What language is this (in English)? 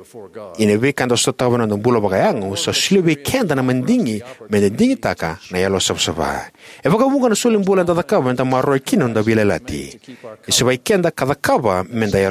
Fijian